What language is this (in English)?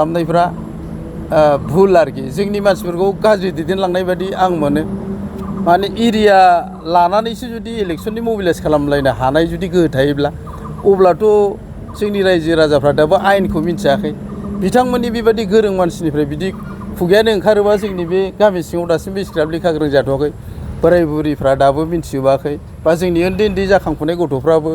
Bodo